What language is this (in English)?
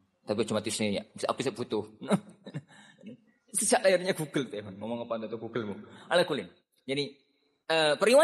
Indonesian